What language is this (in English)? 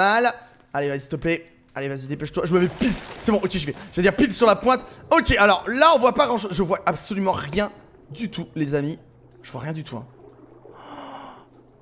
French